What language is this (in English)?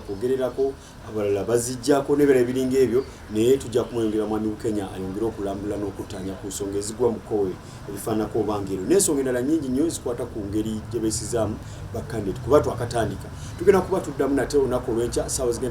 Ganda